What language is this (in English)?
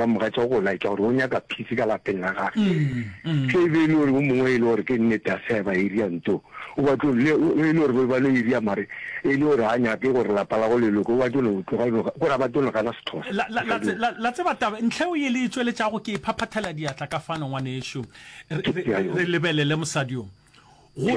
Northern Sotho